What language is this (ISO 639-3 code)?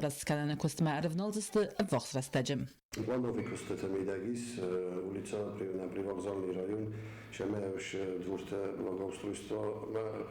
oss